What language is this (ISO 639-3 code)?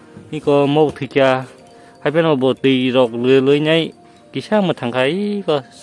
trp